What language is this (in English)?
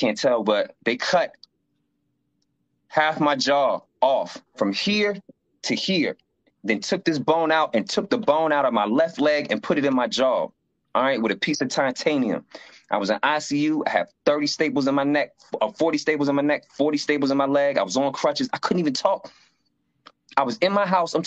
English